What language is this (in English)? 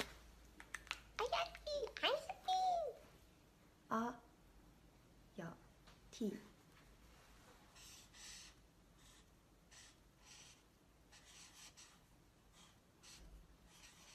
Japanese